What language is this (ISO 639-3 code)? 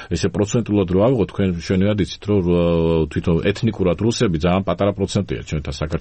kat